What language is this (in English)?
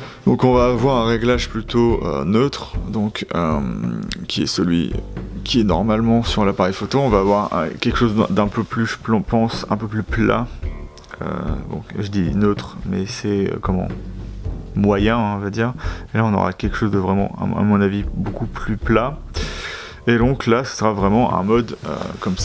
French